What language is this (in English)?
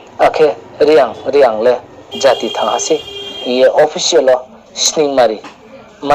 Riang (India)